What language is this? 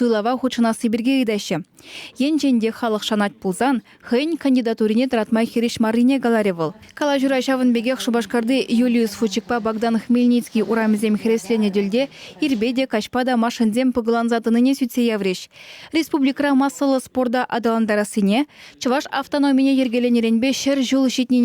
Chuvash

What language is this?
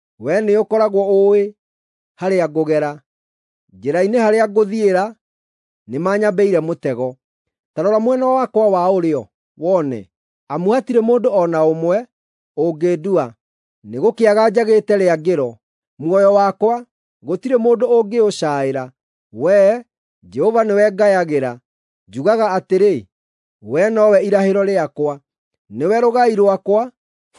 Kikuyu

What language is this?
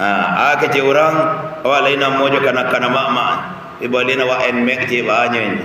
Minangkabau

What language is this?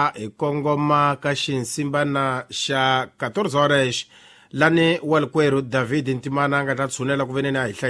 Tsonga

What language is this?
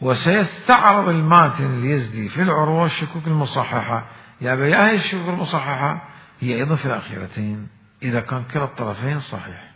Mesopotamian Arabic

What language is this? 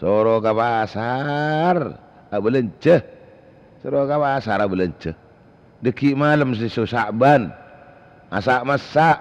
Madurese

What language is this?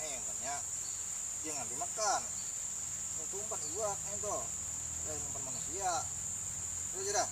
Banjar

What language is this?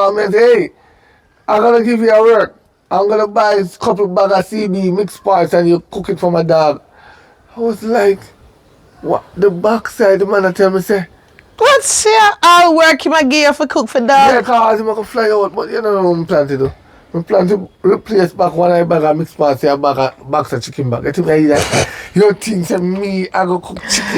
Jamaican Creole English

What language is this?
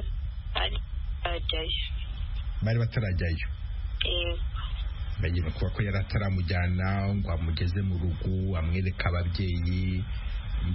Kinyarwanda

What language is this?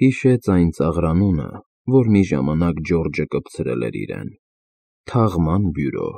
Armenian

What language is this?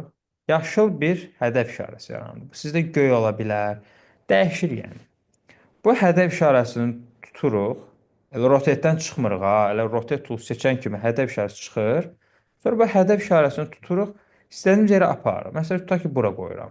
Azerbaijani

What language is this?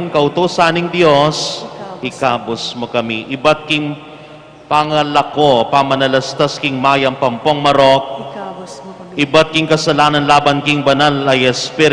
Pampanga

